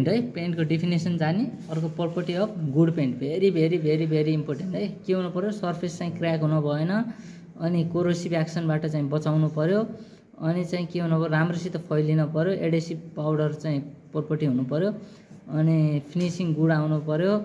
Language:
Nepali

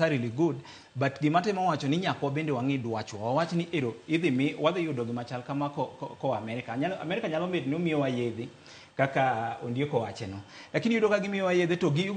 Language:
Luo (Kenya and Tanzania)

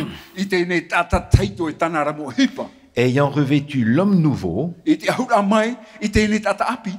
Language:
Tahitian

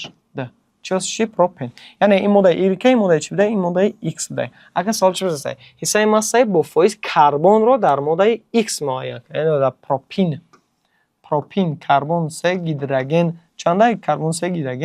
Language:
Tajik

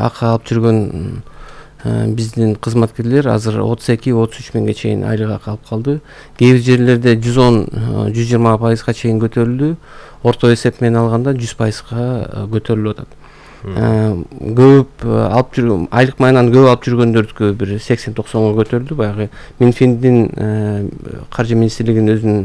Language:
Kyrgyz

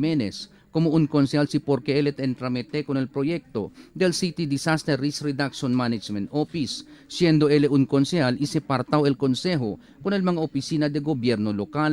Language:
Chavacano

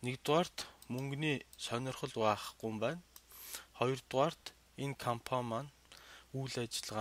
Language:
Mongolian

